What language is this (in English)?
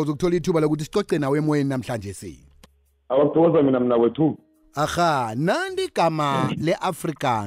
South Ndebele